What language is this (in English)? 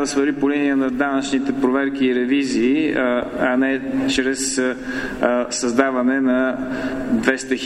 Bulgarian